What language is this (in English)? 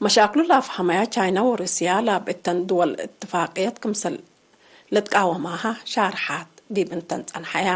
Tigre